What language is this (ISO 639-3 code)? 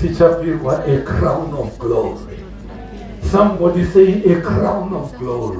sna